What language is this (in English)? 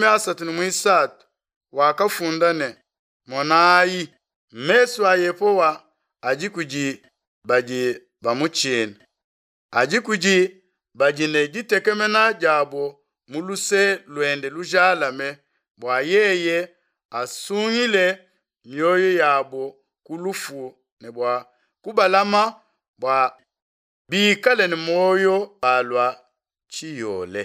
Luba-Lulua